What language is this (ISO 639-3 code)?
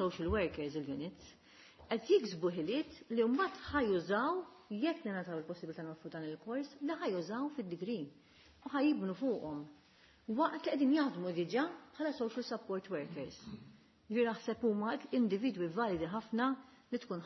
mlt